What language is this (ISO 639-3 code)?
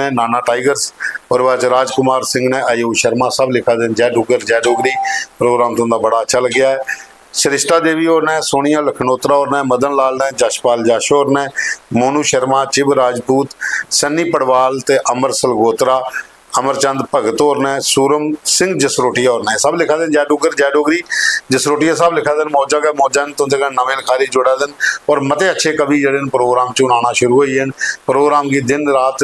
doi